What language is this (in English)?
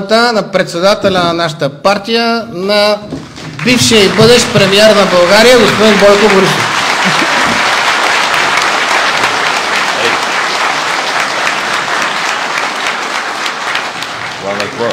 Bulgarian